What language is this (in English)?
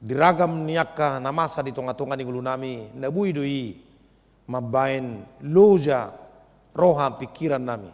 Batak Toba